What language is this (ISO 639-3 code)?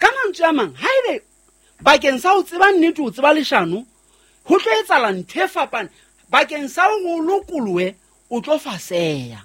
sot